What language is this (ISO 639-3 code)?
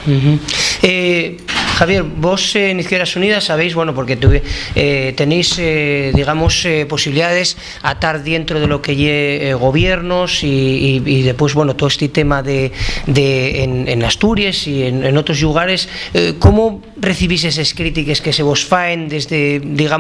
ast